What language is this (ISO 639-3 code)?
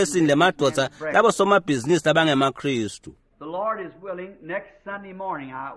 ssw